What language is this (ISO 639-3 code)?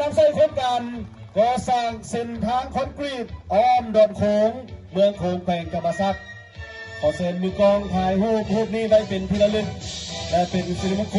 lao